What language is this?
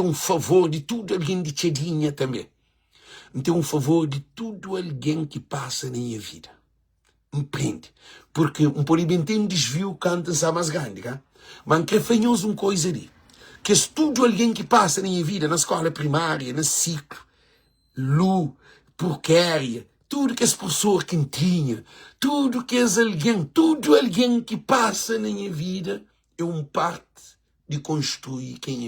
Kabuverdianu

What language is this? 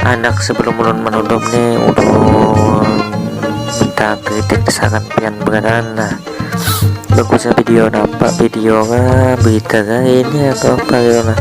Banjar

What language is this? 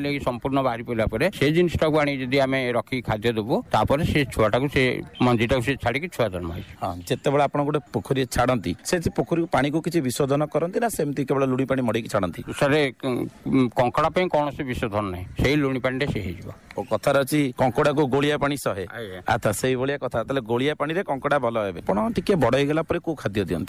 Odia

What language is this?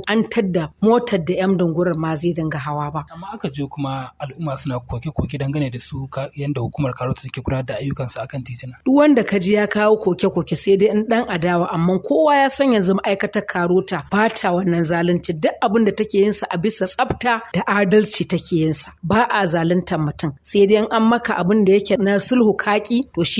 Hausa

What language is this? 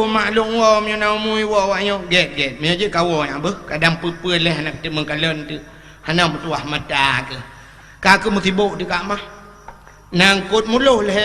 Achinese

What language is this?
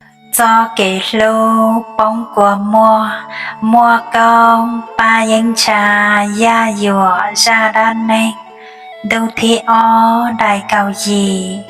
Hmong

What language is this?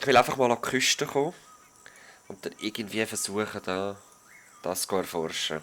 Swiss German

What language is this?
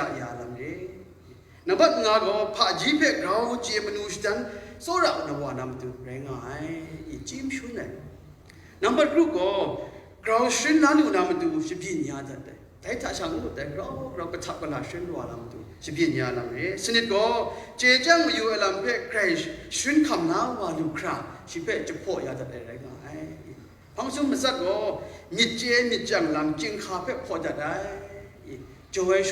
Kachin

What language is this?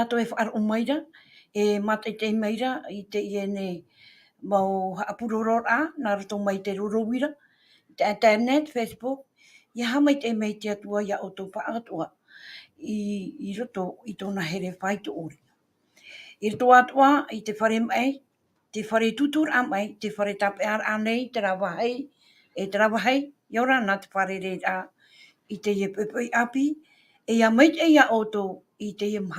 Tahitian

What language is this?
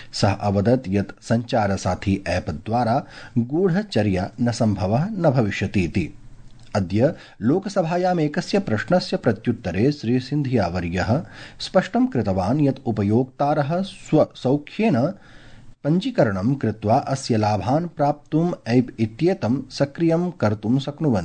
Sanskrit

